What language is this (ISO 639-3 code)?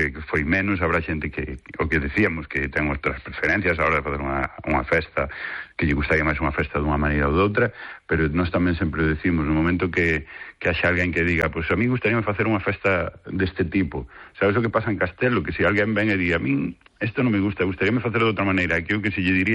glg